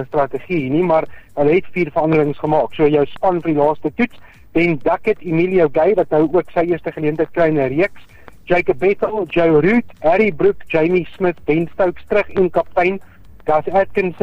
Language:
Afrikaans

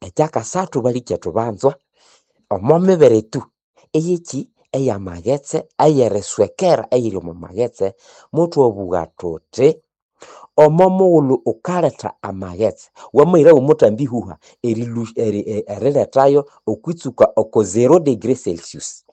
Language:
Nande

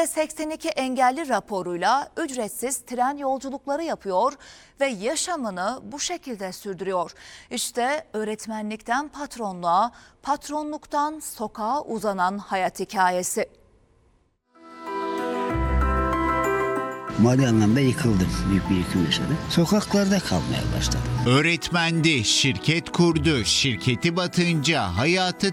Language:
Turkish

